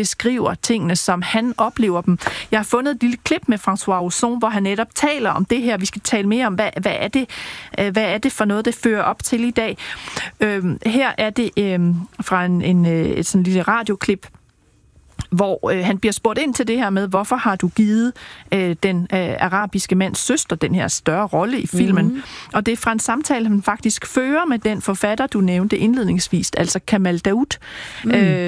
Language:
Danish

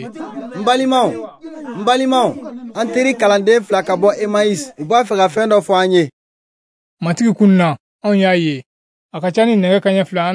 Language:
Bambara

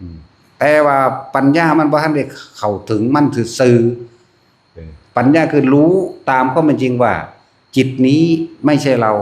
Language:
Northeastern Thai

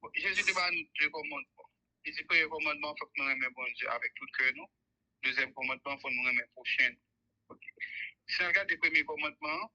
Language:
Haitian Creole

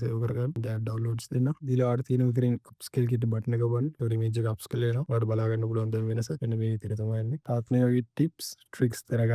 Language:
Sinhala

